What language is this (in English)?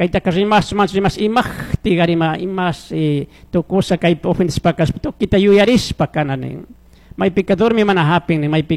Chimborazo Highland Quichua